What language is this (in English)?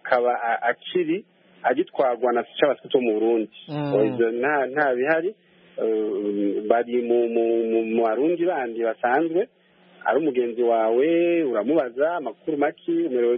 Kinyarwanda